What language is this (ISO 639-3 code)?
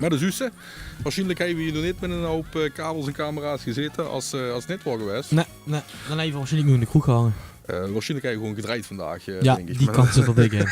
lim